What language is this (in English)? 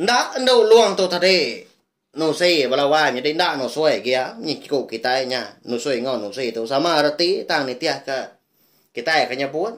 Iban